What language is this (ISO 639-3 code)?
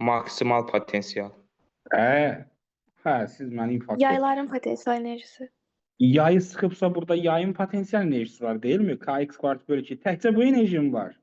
aze